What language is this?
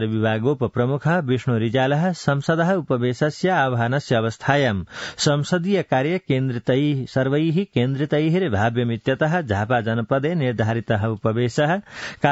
Sanskrit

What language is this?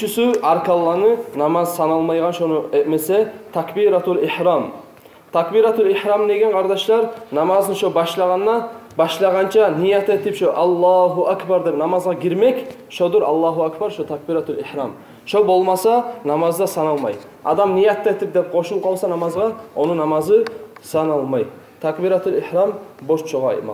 Kumyk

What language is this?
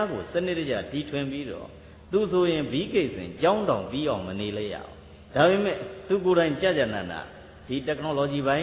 Burmese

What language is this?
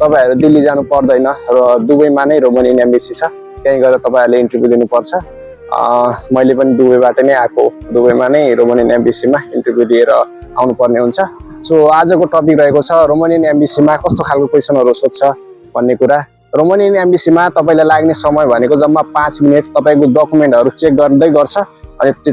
Nepali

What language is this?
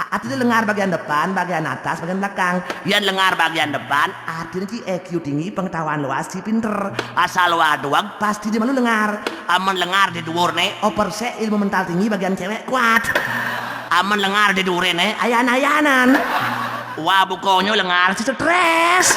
Balinese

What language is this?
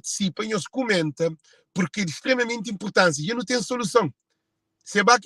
Kabuverdianu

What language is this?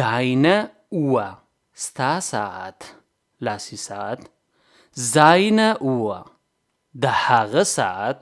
Pashto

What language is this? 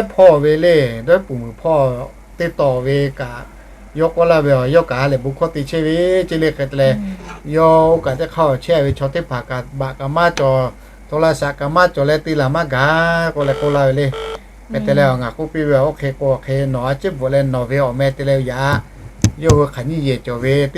Lahu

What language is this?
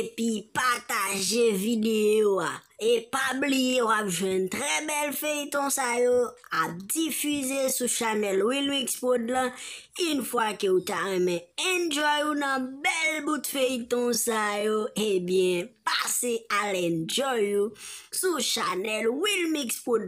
Haitian Creole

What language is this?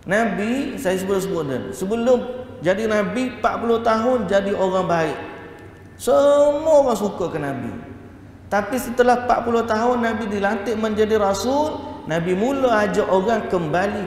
Malay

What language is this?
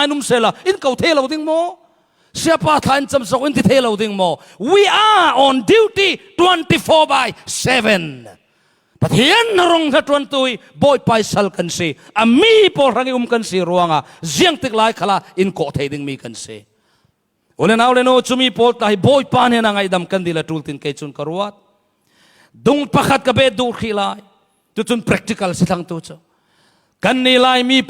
Falam Chin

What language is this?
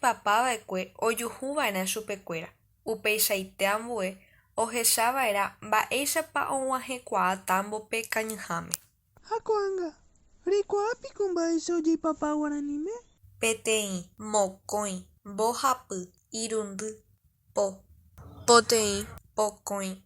Guarani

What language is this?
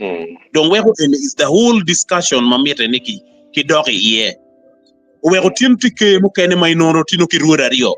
Acoli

